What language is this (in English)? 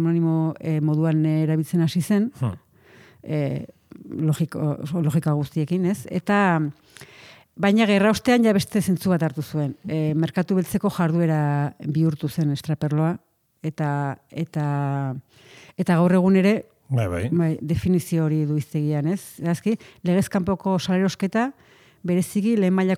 Basque